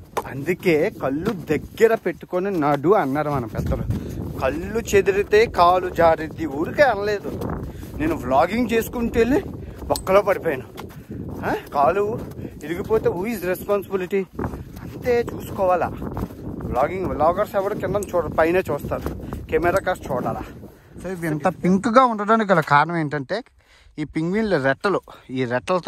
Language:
Telugu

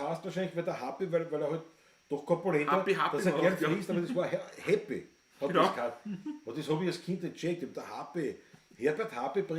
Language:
Bavarian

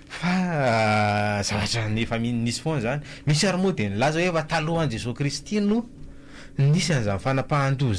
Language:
Malagasy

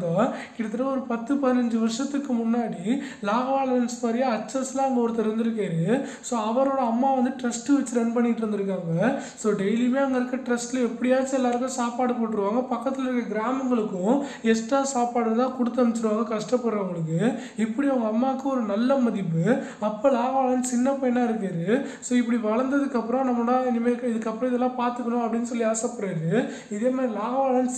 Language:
Tamil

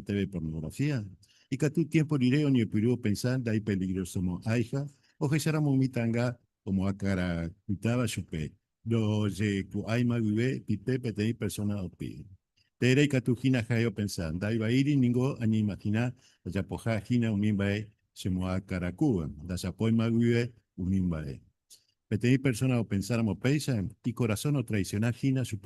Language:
Guarani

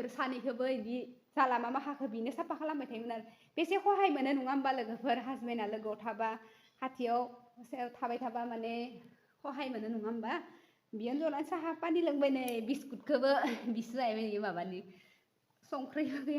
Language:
Bodo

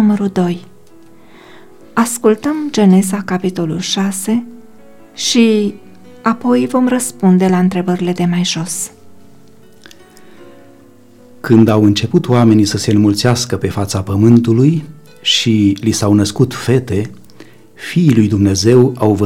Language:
Romanian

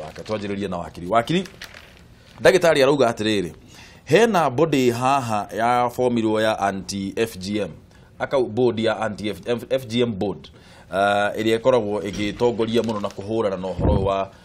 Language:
Kikuyu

